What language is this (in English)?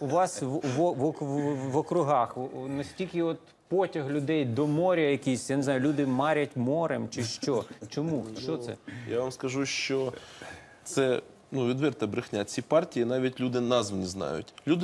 Ukrainian